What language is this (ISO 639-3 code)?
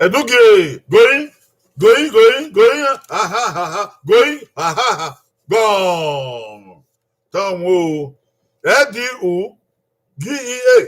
bin